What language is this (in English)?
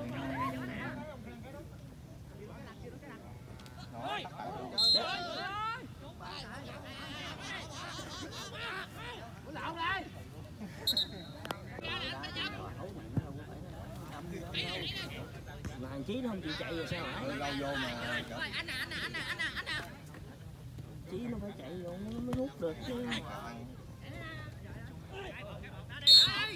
Vietnamese